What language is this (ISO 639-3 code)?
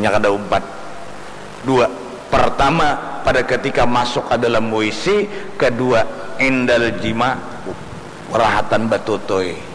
bjn